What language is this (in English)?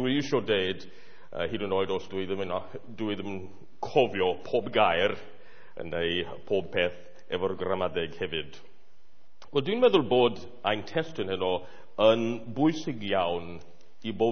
Welsh